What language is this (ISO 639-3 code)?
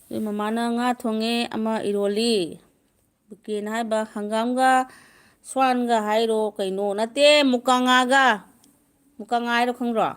mni